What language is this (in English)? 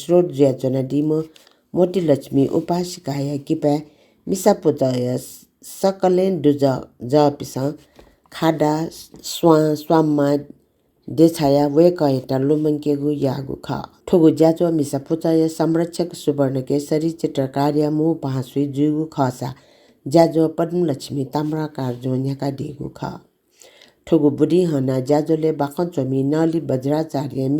Newari